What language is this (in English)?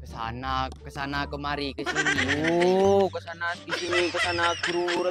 Madurese